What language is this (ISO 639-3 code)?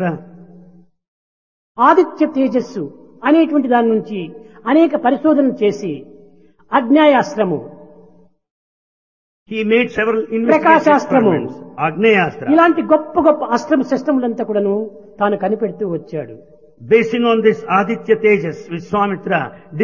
tel